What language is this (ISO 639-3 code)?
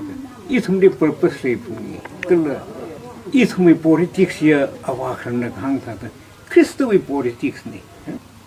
nmf